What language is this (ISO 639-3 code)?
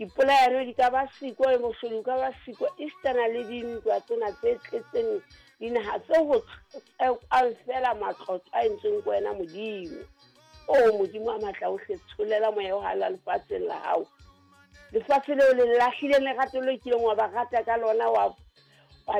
sot